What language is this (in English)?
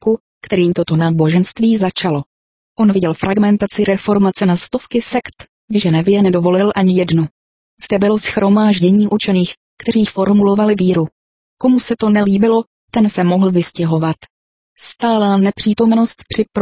Czech